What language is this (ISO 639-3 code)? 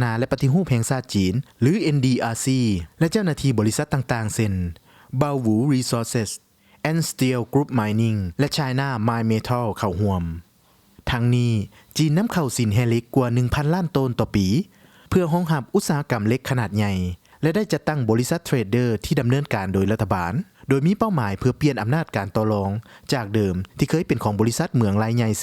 lao